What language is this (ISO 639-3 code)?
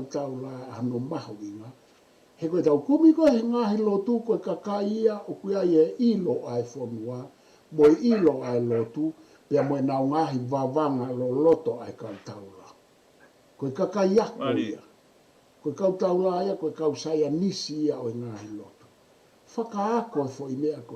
ton